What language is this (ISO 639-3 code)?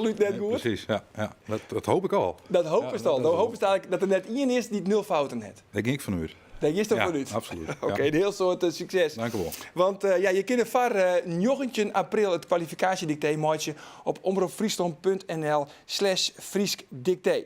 fry